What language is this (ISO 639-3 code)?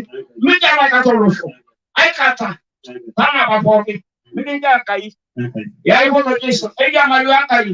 mas